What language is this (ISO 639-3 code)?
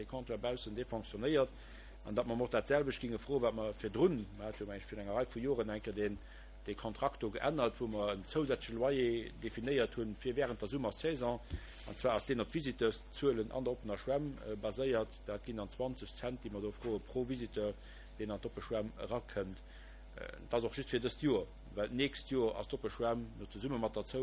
ltz